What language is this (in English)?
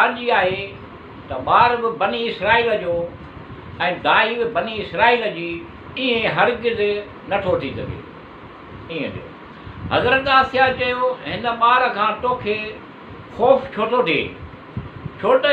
Sindhi